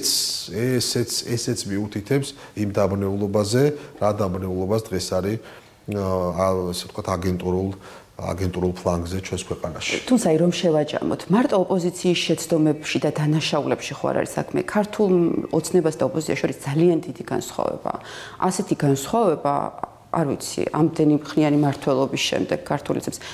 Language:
Georgian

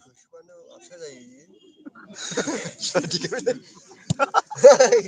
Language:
Bodo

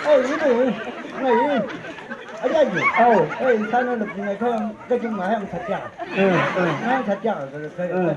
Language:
Chang Naga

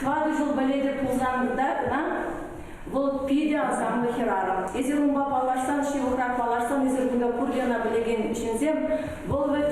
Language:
Chuvash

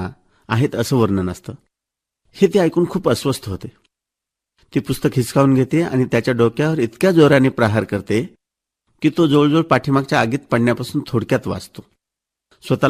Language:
Marathi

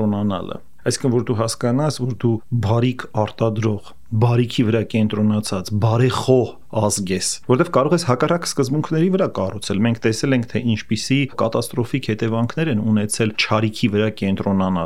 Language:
Armenian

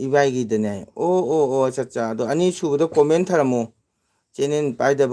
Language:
Manipuri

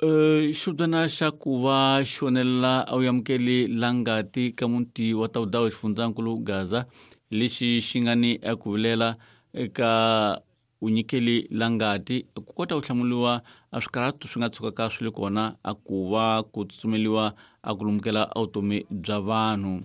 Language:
Tsonga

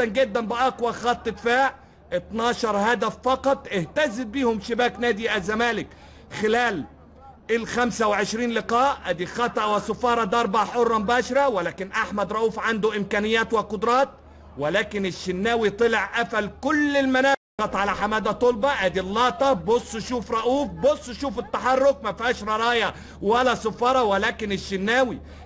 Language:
Egyptian Arabic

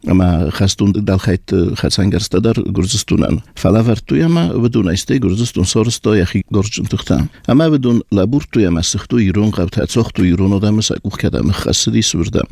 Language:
Slovenian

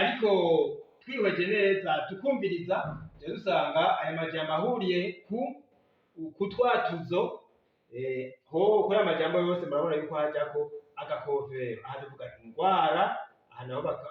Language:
Rundi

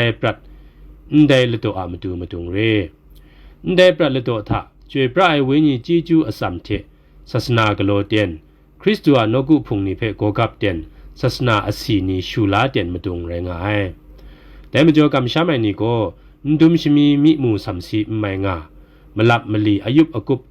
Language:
Kachin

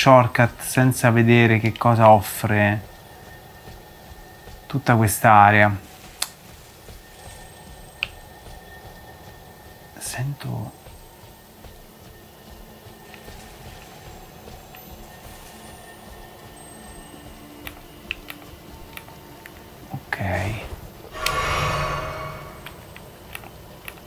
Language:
Italian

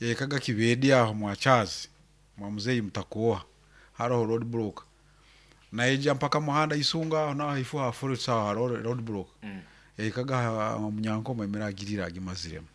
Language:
Nyankole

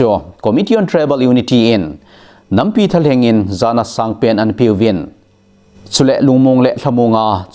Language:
Thado Chin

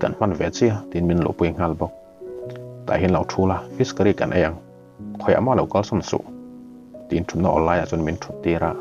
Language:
Mizo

